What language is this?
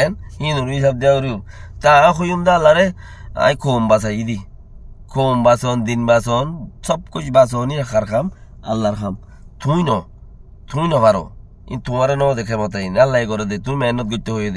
Rohingya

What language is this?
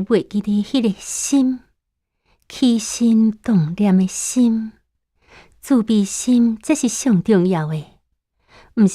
Min Nan Chinese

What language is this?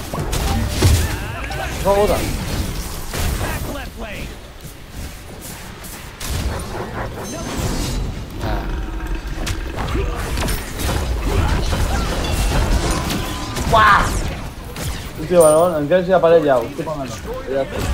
Catalan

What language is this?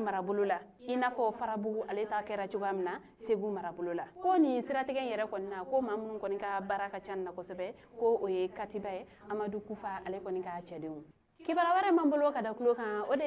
Bambara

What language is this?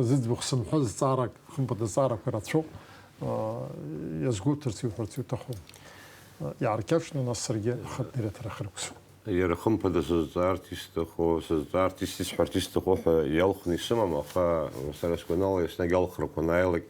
Abkhazian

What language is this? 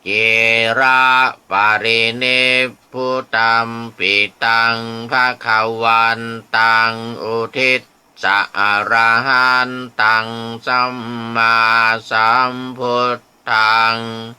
Pali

